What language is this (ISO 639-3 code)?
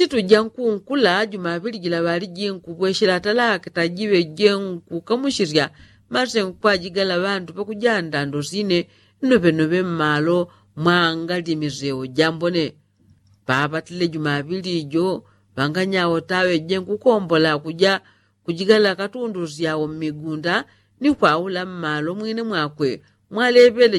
yao